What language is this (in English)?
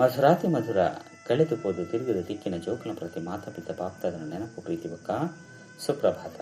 Tulu